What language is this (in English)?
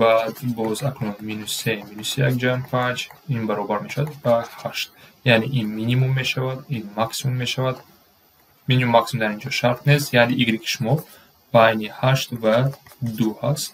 Tajik